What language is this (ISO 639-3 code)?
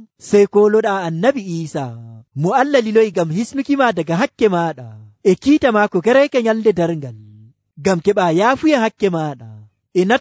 fuv